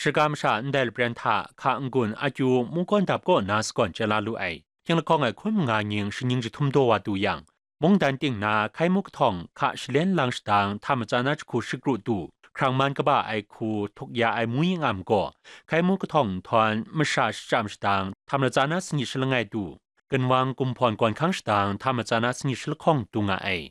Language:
Kachin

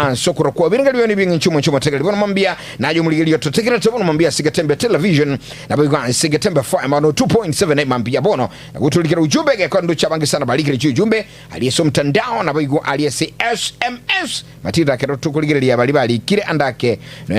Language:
Gusii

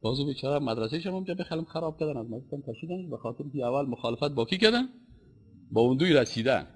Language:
Persian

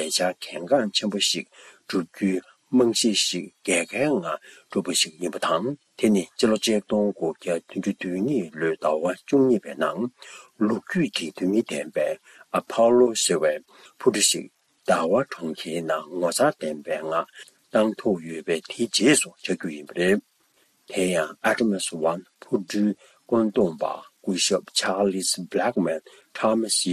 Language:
Tibetan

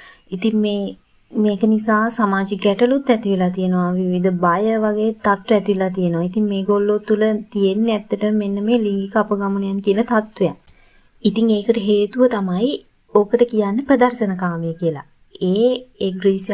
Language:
Sinhala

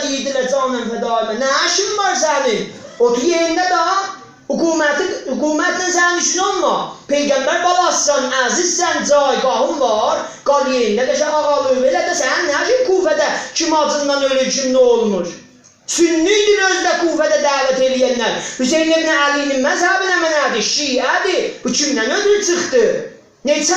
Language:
South Azerbaijani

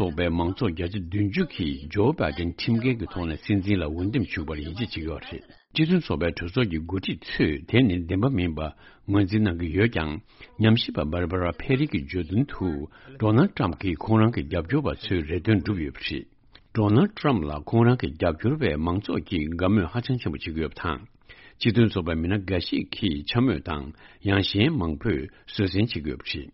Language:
Tibetan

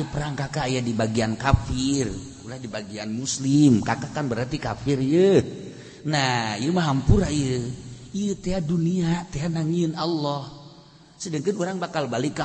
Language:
Sundanese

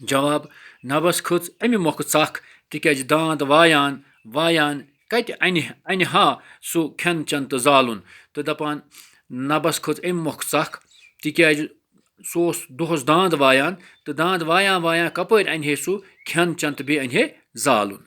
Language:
Kashmiri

